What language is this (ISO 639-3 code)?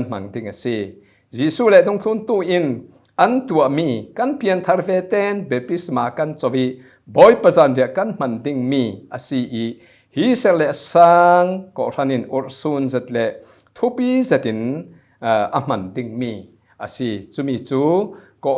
cfm